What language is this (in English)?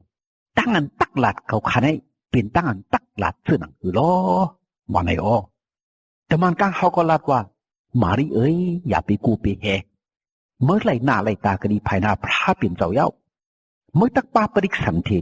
Shan